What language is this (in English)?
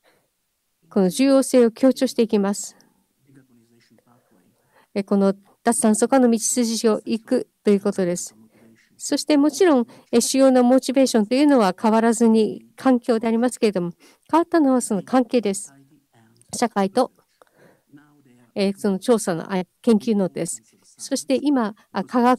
Japanese